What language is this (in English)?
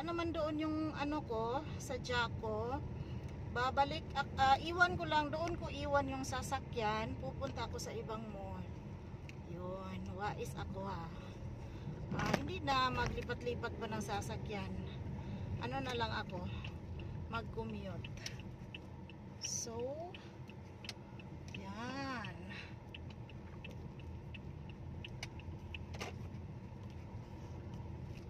Filipino